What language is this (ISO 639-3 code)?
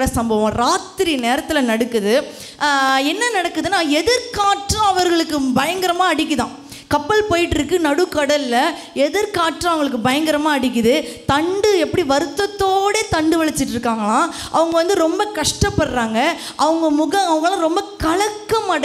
tam